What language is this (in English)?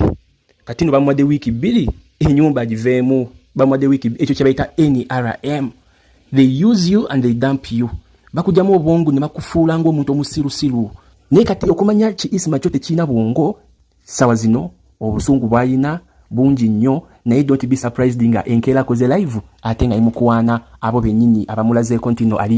Ganda